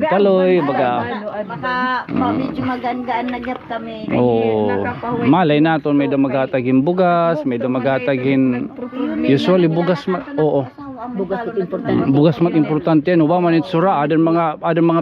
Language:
Waray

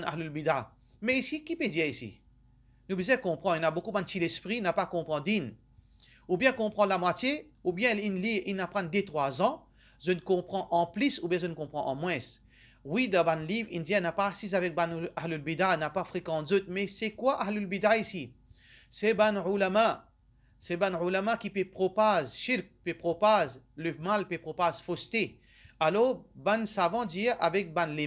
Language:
Morisyen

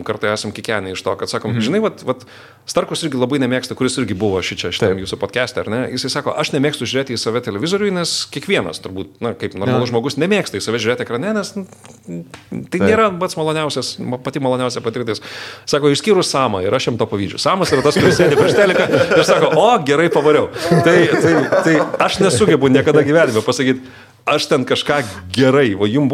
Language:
Lithuanian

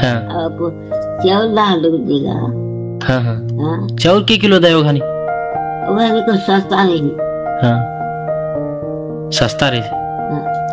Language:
Chhattisgarhi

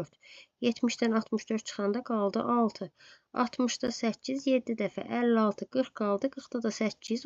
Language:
Azerbaijani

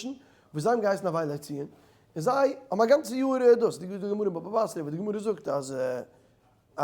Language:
Yiddish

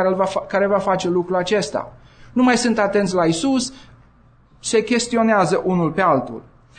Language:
Romanian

